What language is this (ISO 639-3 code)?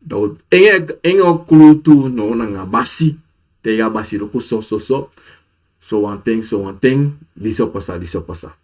srn